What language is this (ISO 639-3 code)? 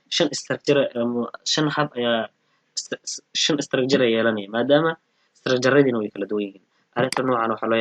som